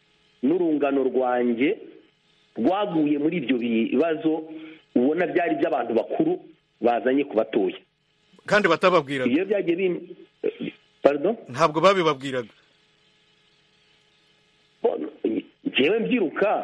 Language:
Kinyarwanda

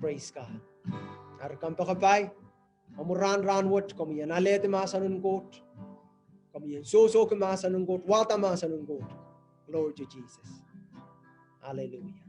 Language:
Pohnpeian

